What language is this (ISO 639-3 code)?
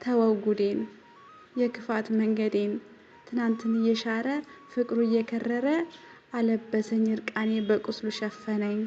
amh